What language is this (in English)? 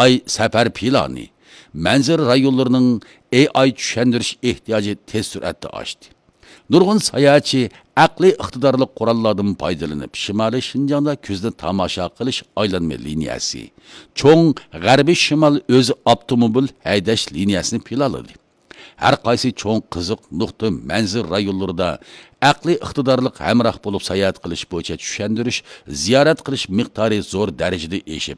Uyghur